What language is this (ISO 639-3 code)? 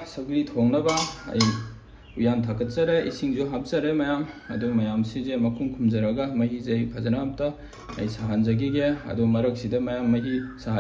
mni